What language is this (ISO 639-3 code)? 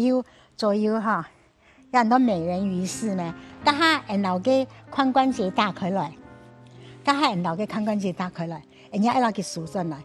hak